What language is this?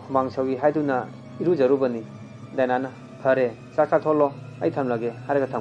Manipuri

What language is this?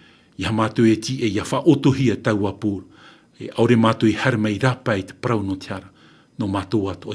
Tahitian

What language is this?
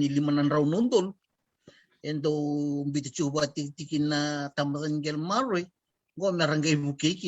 Fijian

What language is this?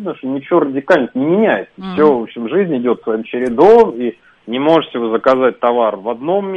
Russian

